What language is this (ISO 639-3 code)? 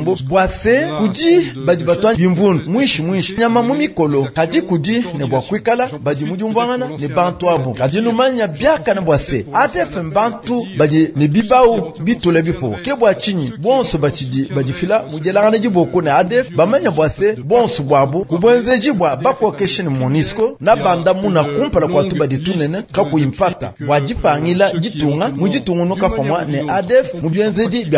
lua